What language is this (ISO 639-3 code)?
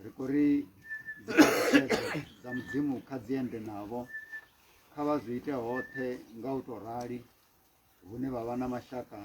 ven